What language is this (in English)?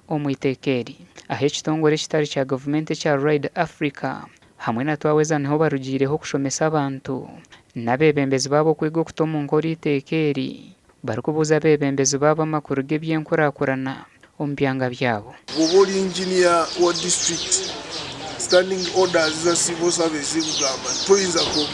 Nyankole